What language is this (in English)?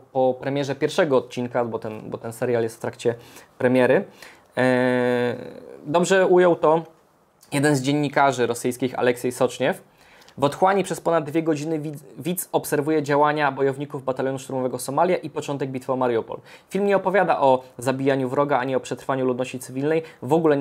Polish